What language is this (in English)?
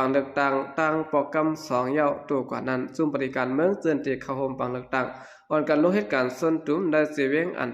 Shan